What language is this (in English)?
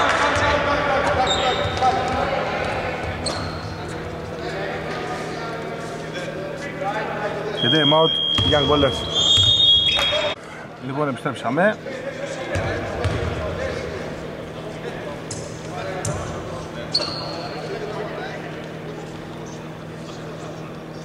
Greek